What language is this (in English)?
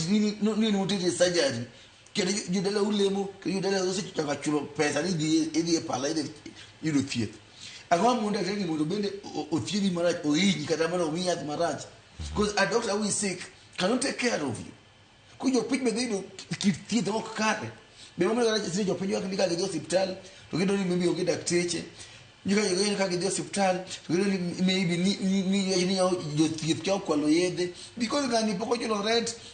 Luo (Kenya and Tanzania)